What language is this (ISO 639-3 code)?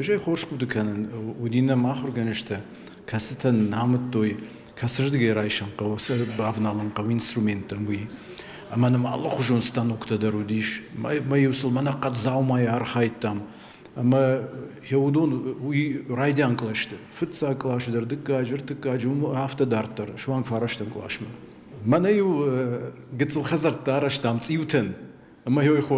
oss